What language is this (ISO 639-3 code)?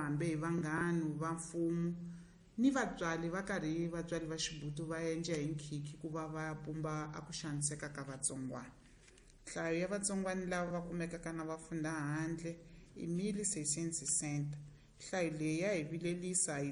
tso